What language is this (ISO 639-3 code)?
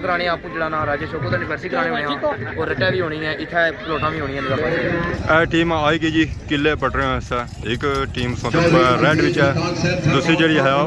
phr